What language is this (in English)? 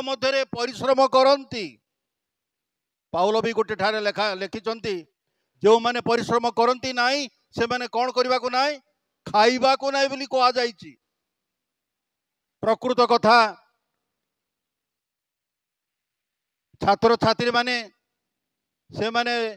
Odia